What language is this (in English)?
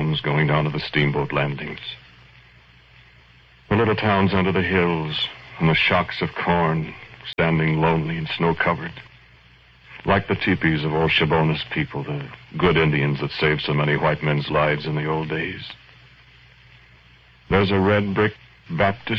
English